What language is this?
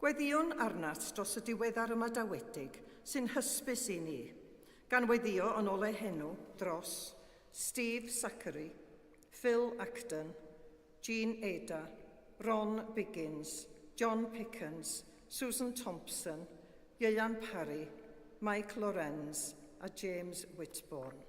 Welsh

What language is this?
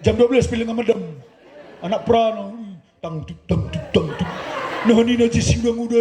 Batak Karo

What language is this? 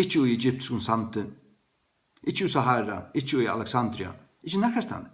Faroese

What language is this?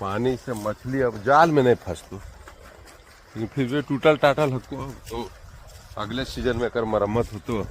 Magahi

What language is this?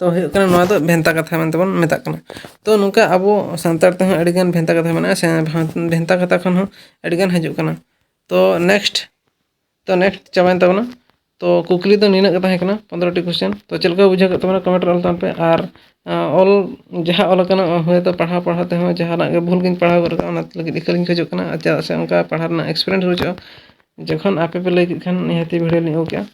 Santali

